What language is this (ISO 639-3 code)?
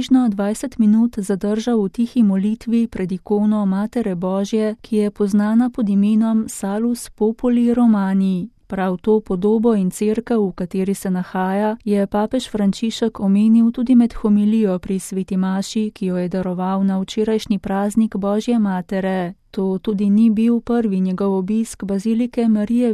slv